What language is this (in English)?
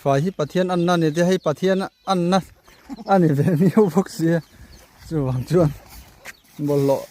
Mizo